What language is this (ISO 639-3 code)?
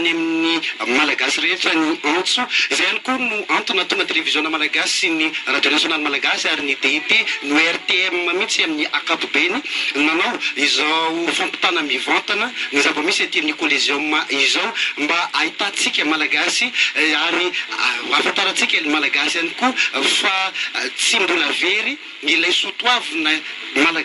mlg